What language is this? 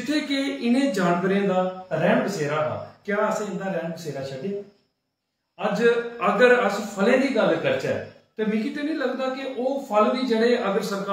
Dogri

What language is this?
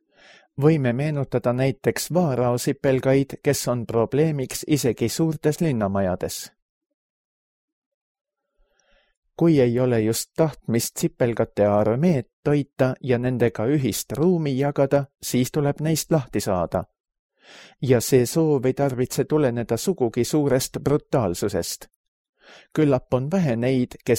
Estonian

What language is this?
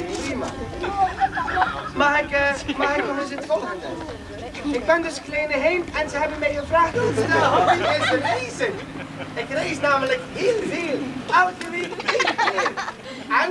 Dutch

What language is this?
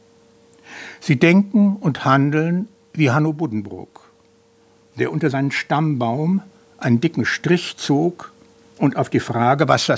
German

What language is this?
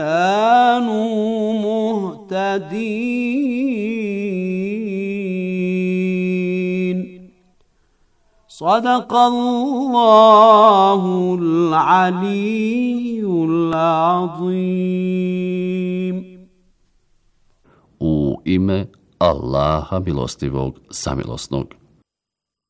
Bosnian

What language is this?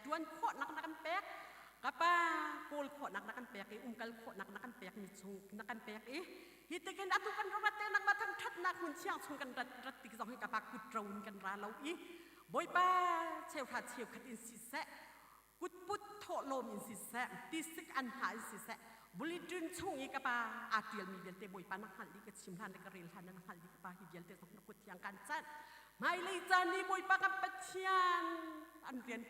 Hakha Chin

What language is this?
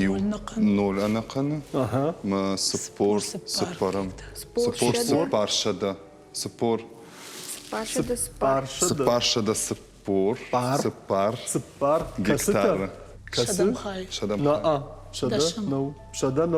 Ossetic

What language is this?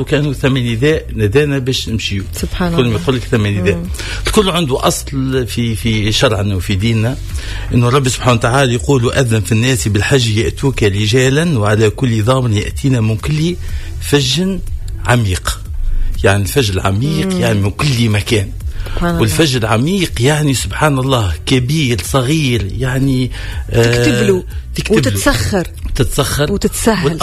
Tunisian Arabic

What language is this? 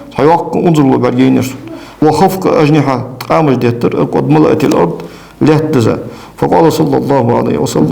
Ingush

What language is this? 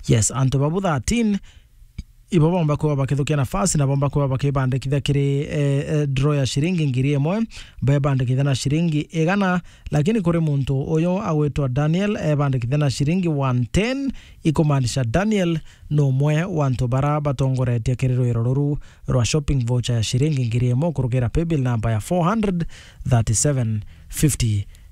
Meru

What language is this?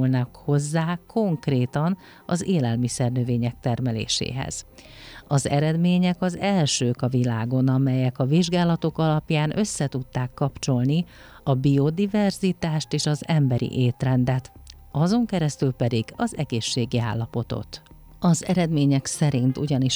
Hungarian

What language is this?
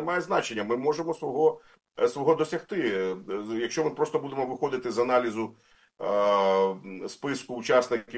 Ukrainian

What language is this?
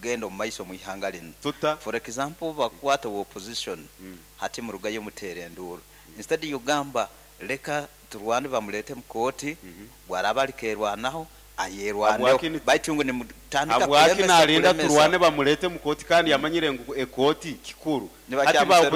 Nyoro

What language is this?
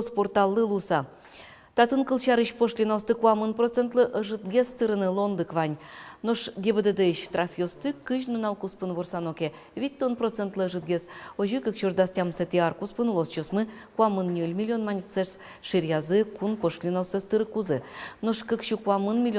Udmurt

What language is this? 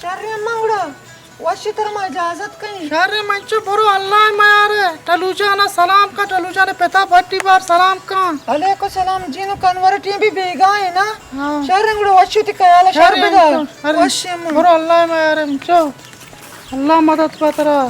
Baluchi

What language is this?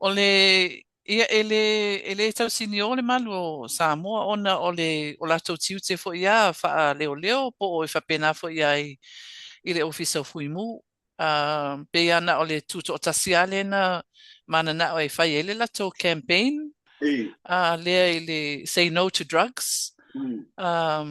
Samoan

